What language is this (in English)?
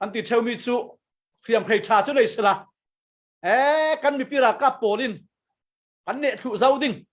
Falam Chin